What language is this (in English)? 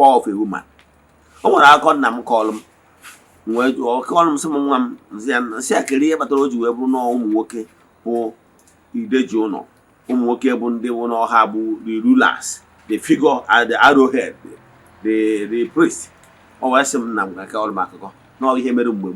Igbo